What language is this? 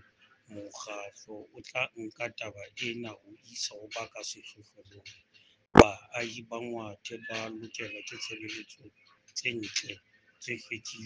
Southern Sotho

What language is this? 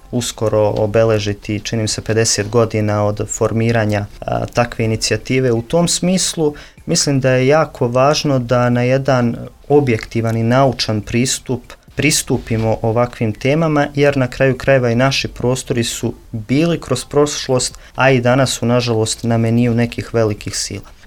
Serbian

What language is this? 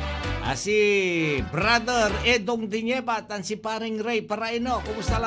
Pangasinan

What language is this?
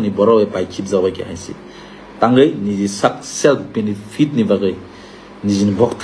Kok Borok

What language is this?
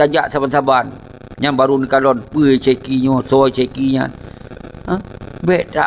Achinese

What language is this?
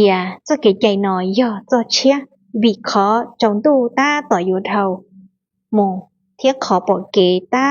Hmong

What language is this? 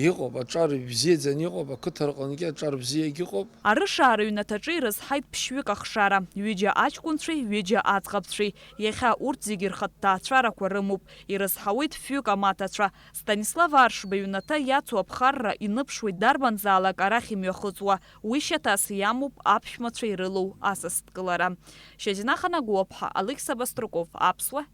Abkhazian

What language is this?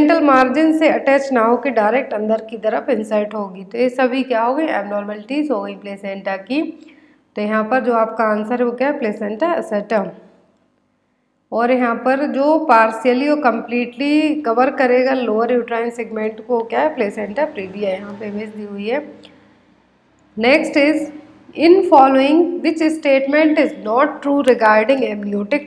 Hindi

